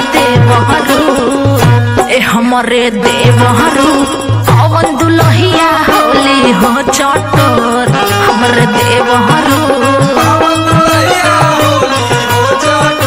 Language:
Bhojpuri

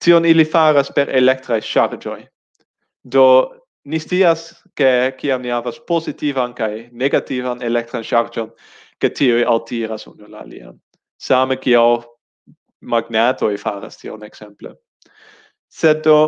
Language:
Esperanto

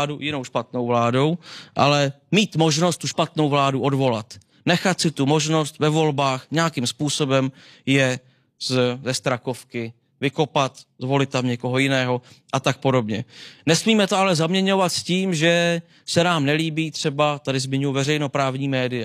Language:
Czech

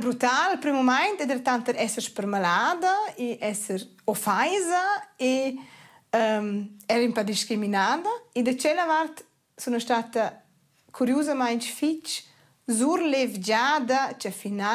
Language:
Romansh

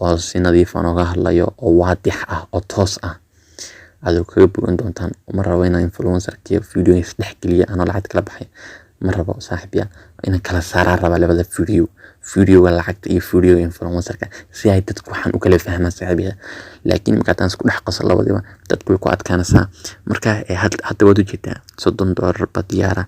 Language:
Somali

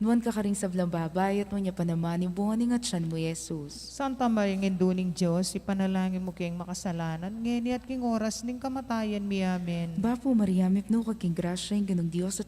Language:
Pampanga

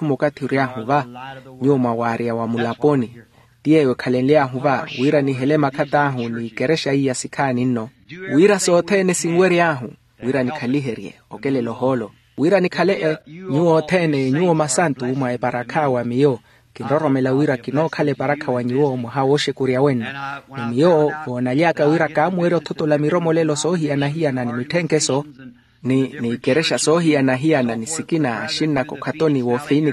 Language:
Makhuwa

